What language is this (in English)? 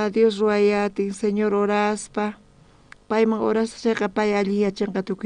South Bolivian Quechua